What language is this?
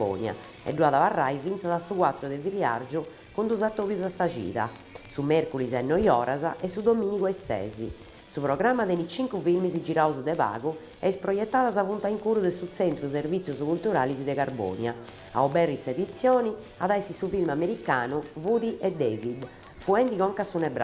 Sardinian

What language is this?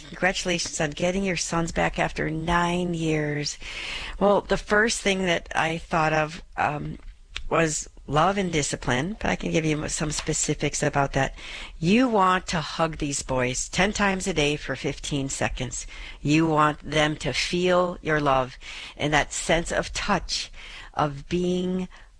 English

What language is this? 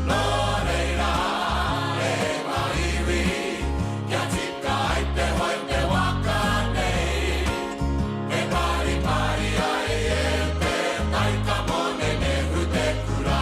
Māori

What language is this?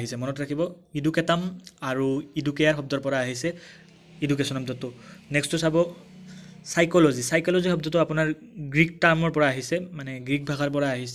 Assamese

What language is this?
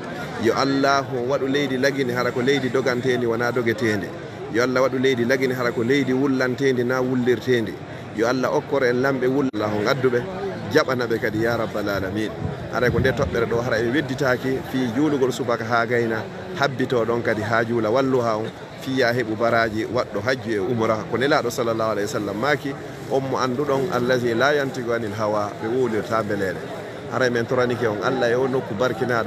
Fula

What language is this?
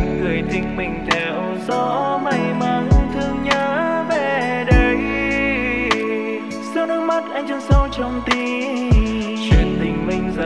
Vietnamese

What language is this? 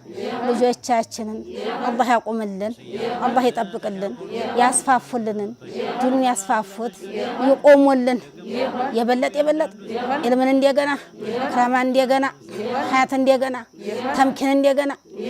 Amharic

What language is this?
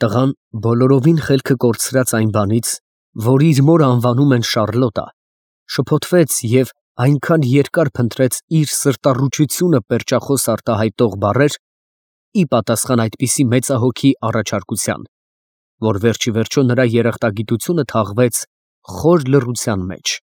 Armenian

